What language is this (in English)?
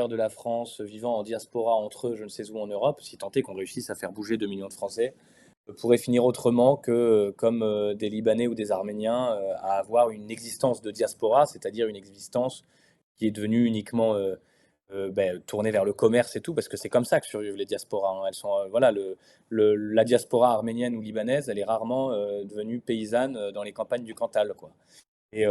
French